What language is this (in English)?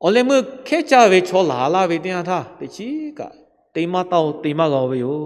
Lahu